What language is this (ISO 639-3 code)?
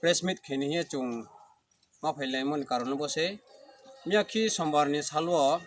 ria